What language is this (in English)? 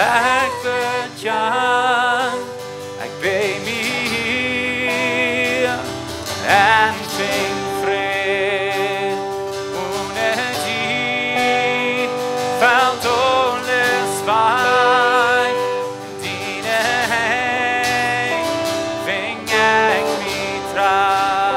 Plautdietsch